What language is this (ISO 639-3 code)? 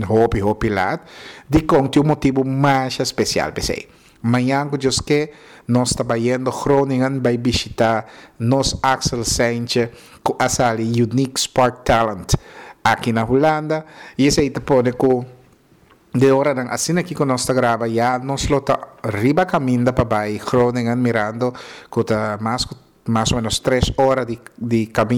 pap